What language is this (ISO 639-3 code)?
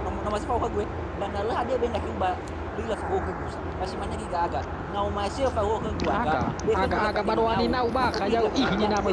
nia